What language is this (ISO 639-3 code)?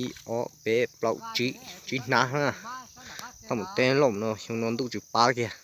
hmn